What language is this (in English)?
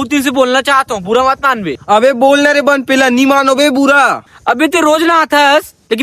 Chhattisgarhi